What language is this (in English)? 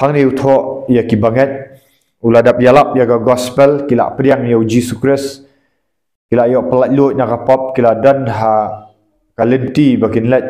Khasi